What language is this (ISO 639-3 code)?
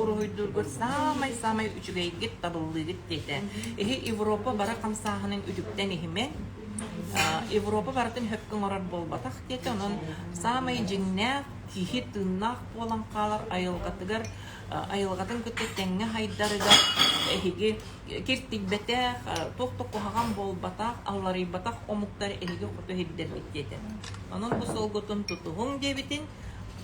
sah